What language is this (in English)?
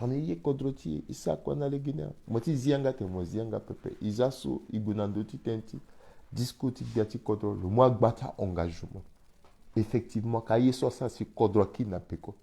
Sango